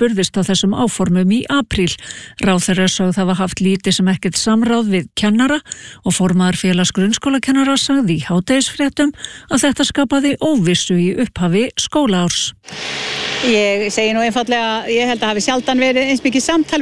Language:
Icelandic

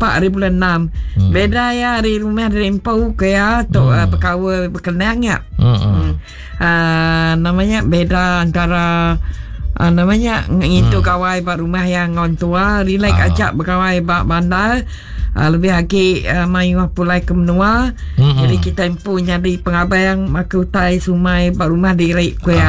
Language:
Iban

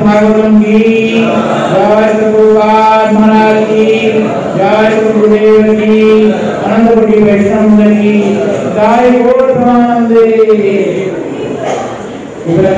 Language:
Odia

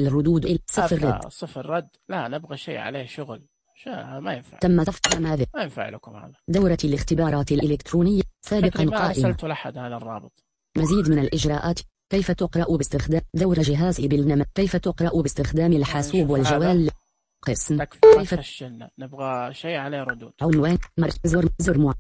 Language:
Najdi Arabic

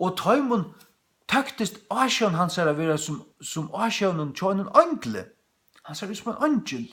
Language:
Faroese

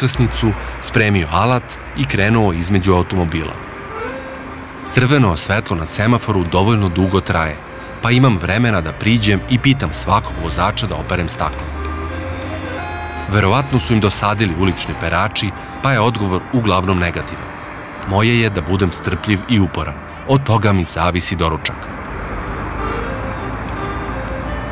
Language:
Serbian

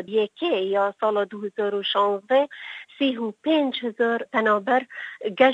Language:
Kurdish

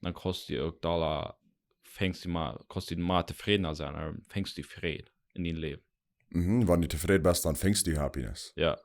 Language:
Plautdietsch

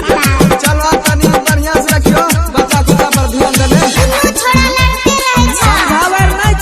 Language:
Maithili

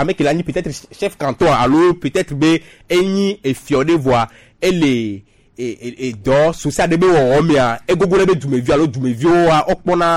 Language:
Gen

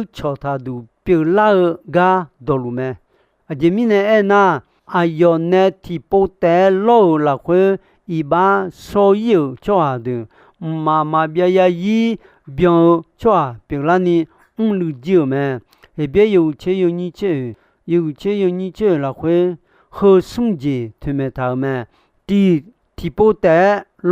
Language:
Akha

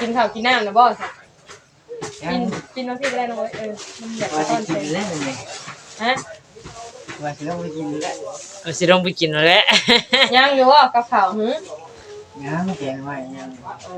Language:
Northeastern Thai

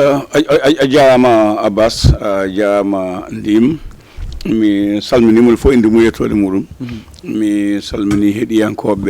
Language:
Fula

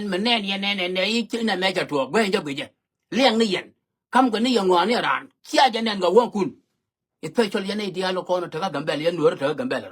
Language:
Nuer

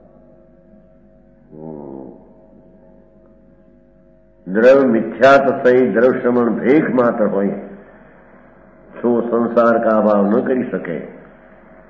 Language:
Gujarati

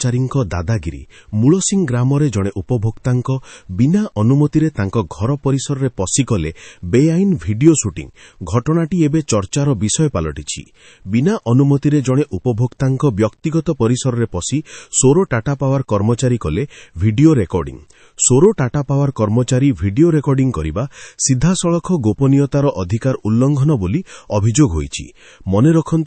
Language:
Odia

